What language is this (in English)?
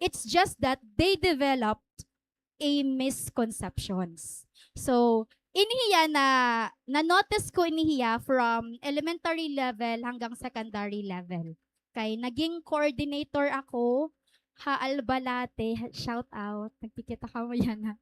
Waray